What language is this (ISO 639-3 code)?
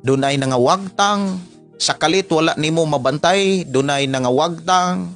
ceb